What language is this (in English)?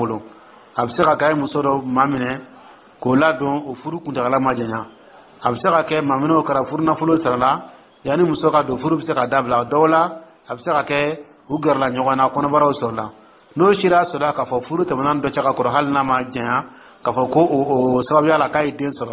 Dyula